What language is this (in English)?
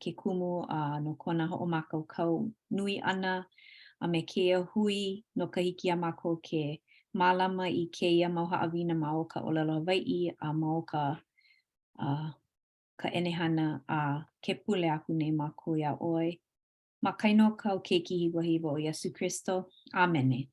Hawaiian